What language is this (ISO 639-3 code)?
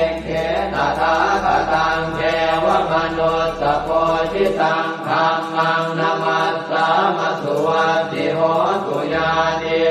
pli